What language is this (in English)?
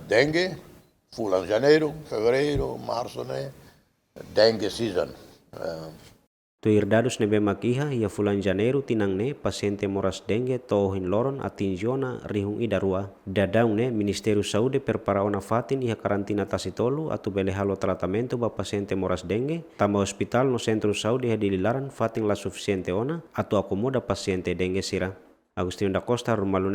Tetum